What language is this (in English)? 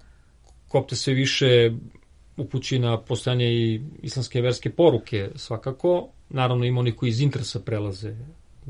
Serbian